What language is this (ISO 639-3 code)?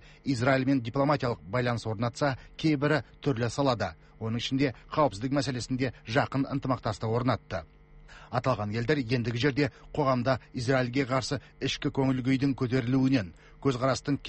kaz